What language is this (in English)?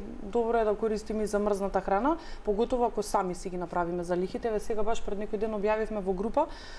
Macedonian